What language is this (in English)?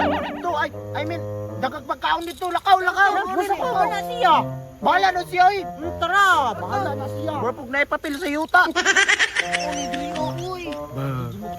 Cebuano